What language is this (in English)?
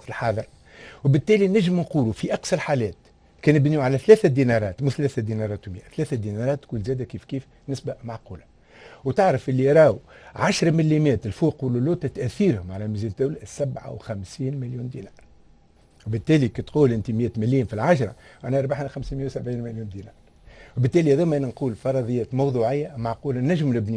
Tunisian Arabic